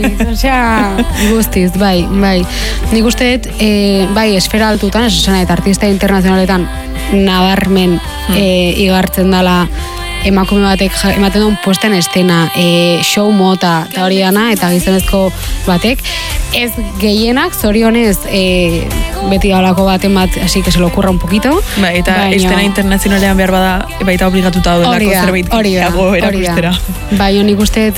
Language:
Basque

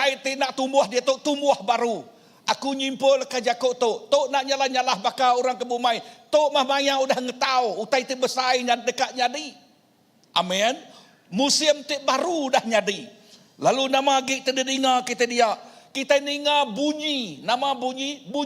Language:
Iban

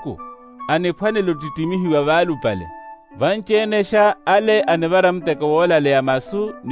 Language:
Makhuwa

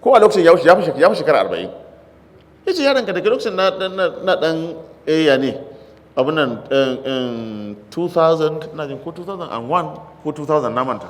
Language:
Hausa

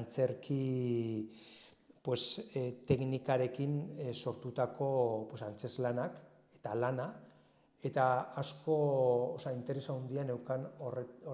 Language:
Basque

